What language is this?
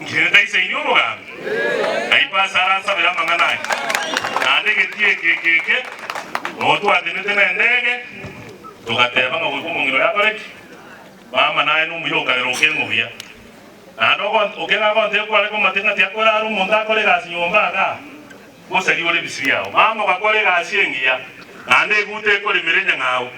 Gusii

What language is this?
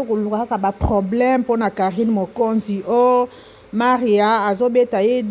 Lingala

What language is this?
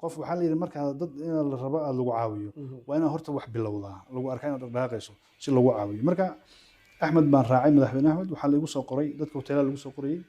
Somali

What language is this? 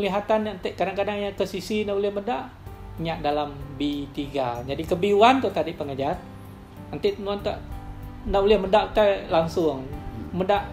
Iban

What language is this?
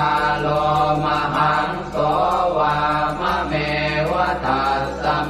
Pali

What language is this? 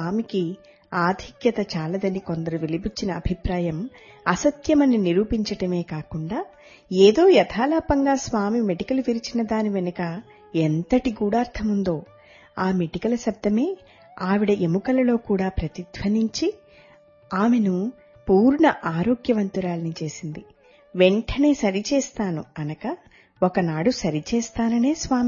Telugu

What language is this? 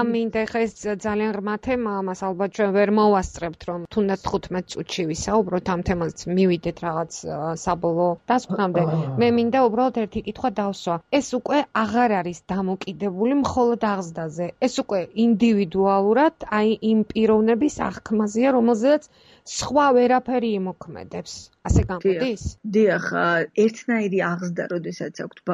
Georgian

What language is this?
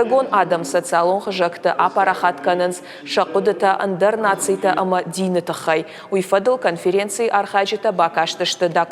Ossetic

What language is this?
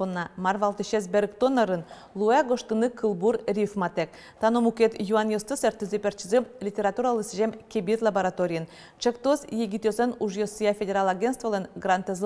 Udmurt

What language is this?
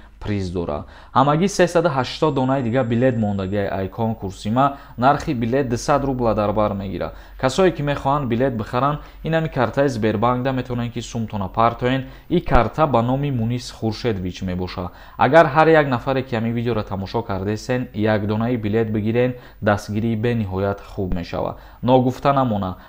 Tajik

